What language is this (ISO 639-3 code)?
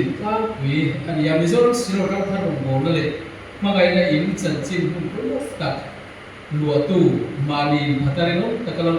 lus